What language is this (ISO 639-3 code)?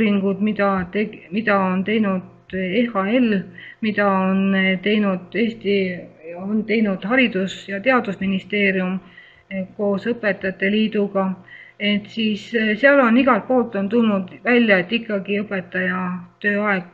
est